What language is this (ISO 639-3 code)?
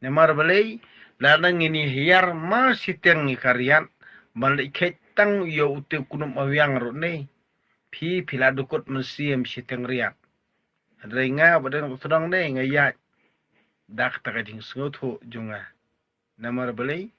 kha